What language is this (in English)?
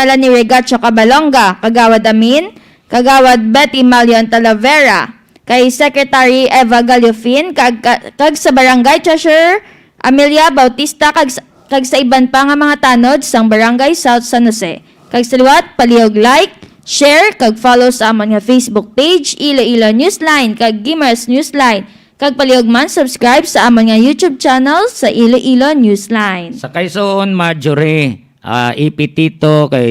Hiligaynon